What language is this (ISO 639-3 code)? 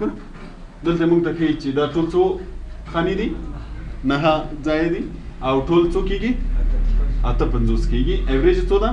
pus